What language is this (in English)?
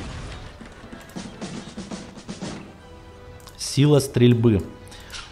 Russian